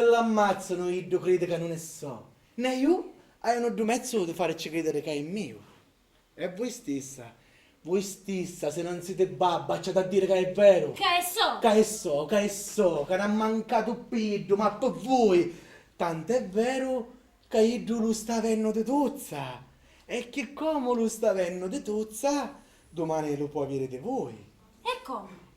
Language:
Sicilian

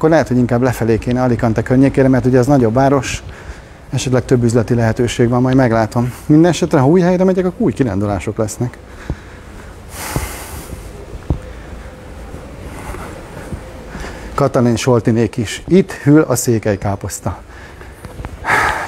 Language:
Hungarian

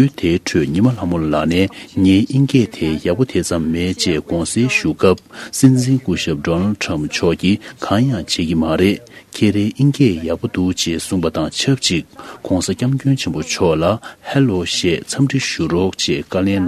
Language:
Tibetan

